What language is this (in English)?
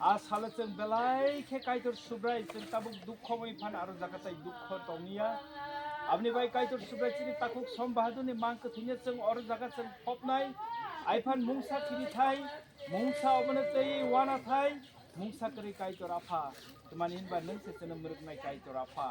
Kok Borok